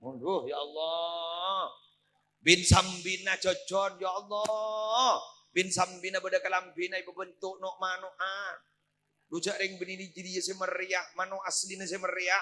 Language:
Madurese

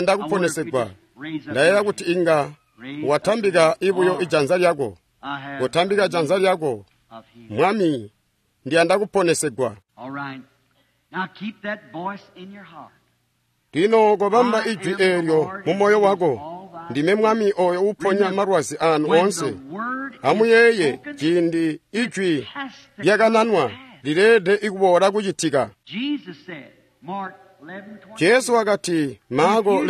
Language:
Tonga (Zambia)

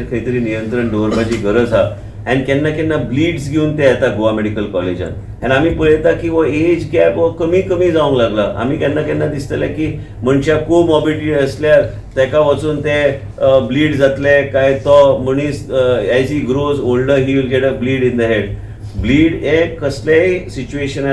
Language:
Konkani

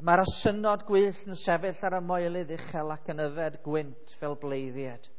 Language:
Welsh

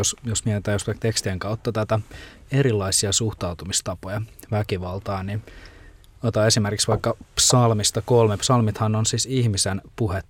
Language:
Finnish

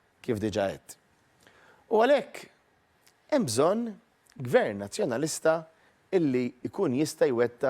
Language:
Maltese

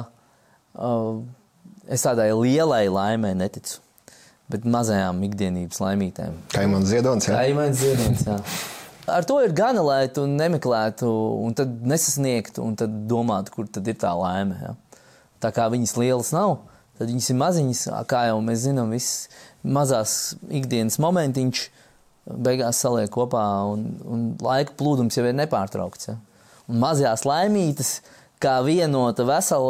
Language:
Latvian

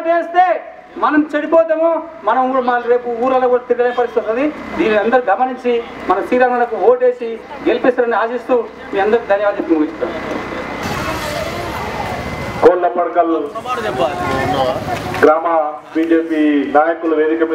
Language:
Telugu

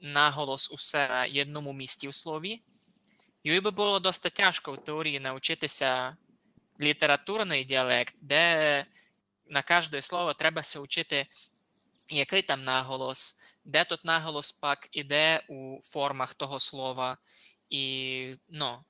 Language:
Rusyn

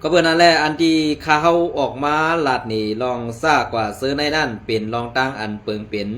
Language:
Shan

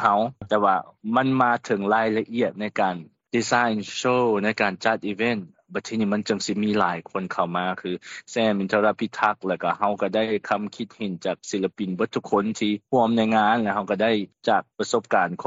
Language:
Lao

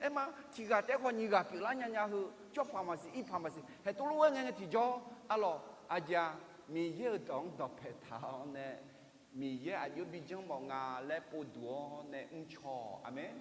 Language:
Akha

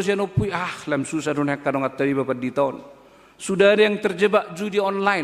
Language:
Batak Toba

